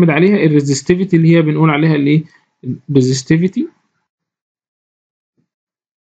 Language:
Egyptian Arabic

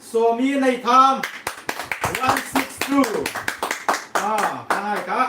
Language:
Hmar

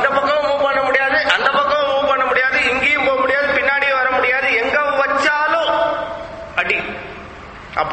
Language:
Tamil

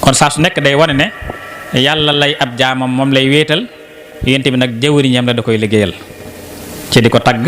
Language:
Wolof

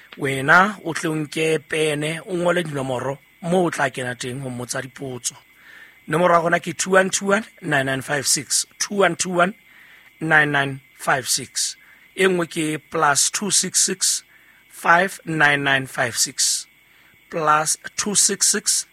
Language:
Southern Sotho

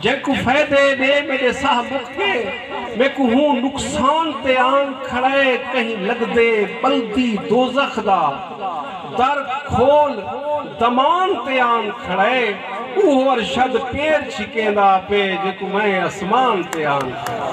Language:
Saraiki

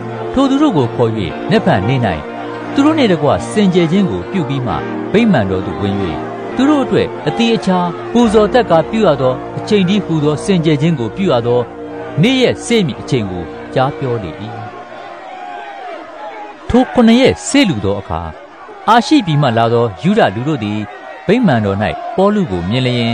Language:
Burmese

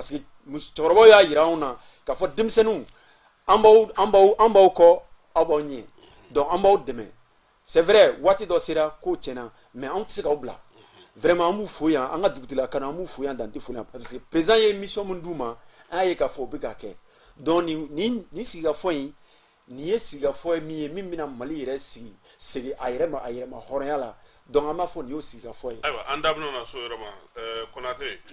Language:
Bambara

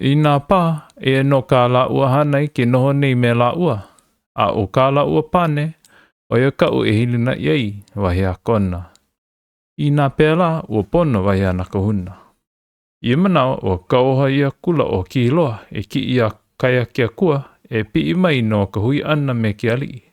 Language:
Hawaiian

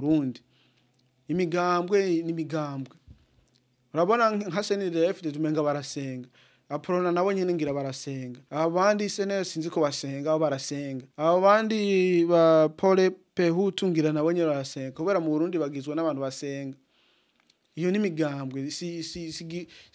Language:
Rundi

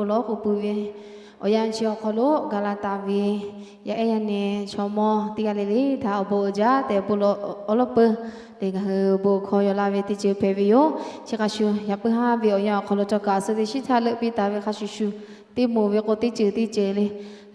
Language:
Lahu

